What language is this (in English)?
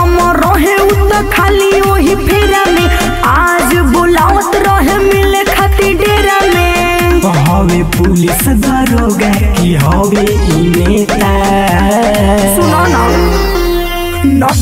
Bhojpuri